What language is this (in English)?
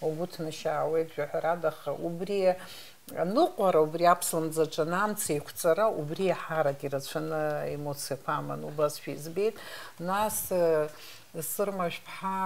Abkhazian